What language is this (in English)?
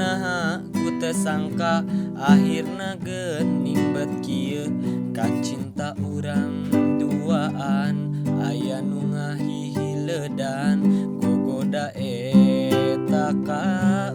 Sundanese